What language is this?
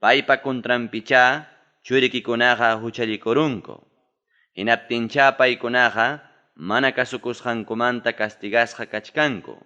Ayacucho Quechua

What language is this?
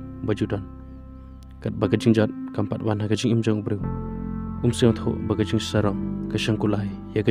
Khasi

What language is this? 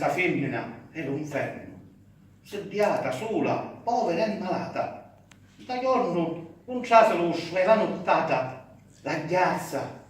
Sicilian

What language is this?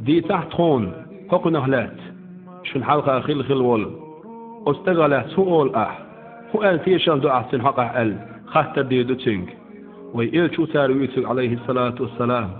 Chechen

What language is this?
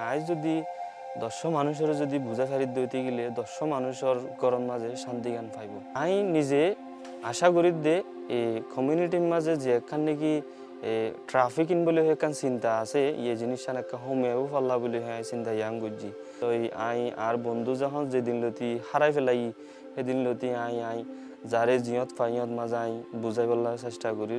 Rohingya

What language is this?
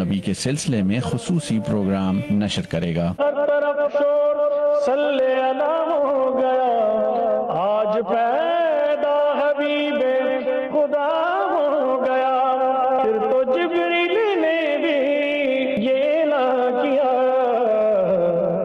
Urdu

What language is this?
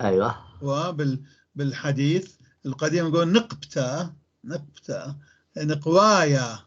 North Levantine Arabic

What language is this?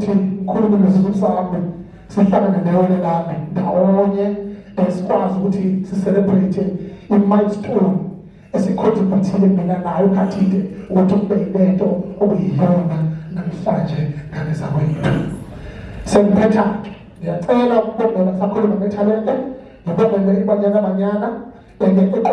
Zulu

